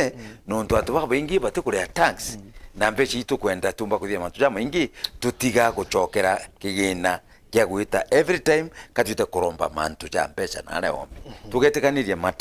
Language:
Meru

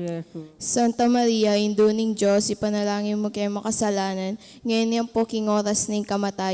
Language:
Pampanga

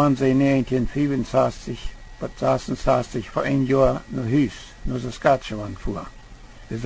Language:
Plautdietsch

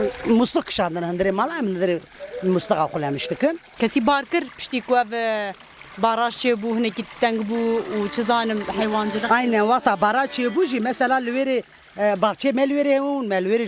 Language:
Kurdish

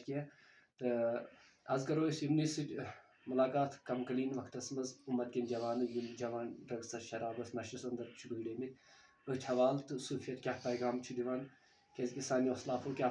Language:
Kashmiri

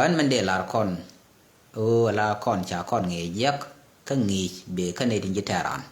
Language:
Nuer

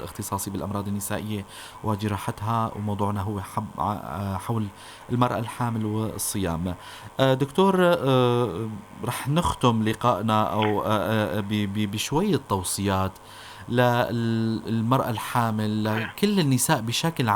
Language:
North Levantine Arabic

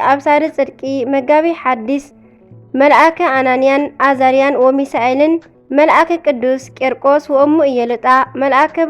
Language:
Tigrinya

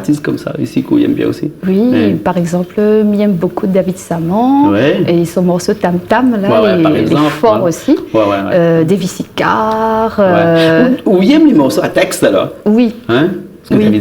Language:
Réunion Creole French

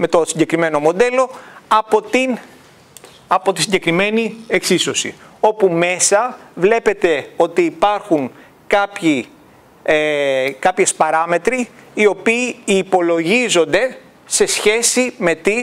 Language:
Greek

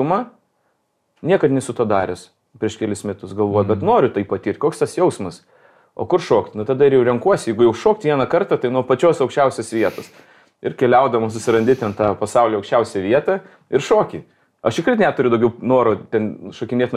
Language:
Lithuanian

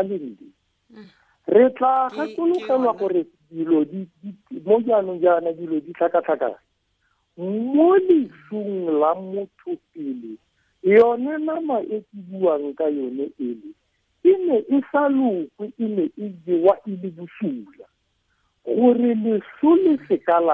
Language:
Tswana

